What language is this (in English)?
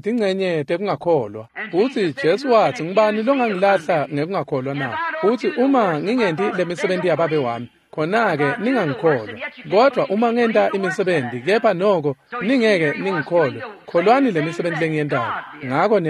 Swati